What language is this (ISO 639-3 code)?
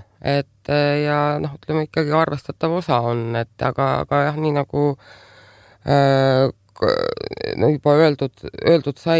est